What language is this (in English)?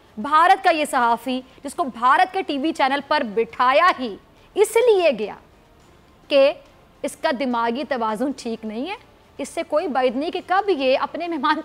Urdu